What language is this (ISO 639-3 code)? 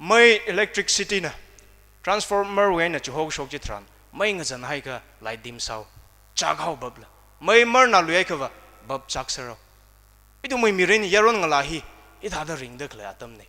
nmf